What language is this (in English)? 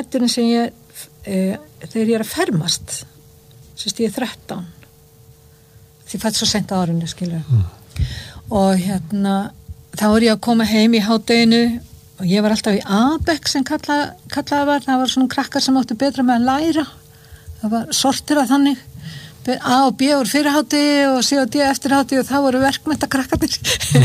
Icelandic